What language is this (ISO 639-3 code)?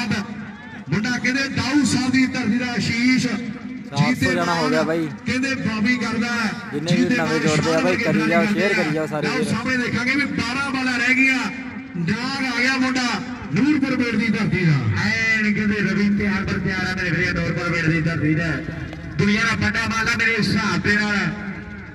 pan